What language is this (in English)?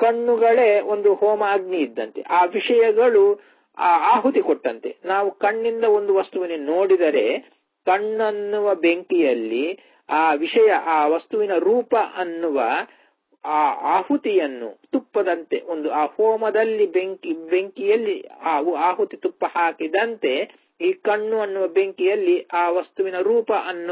Kannada